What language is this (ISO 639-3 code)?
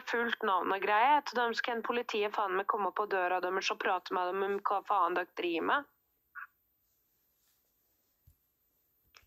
nor